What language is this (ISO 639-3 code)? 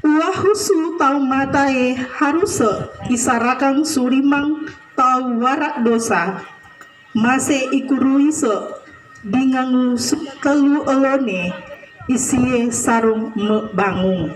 sxn